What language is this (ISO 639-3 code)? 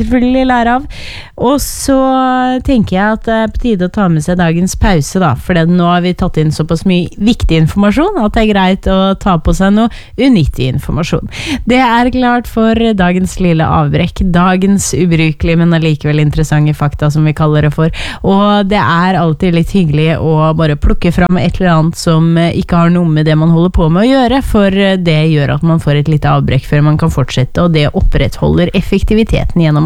nor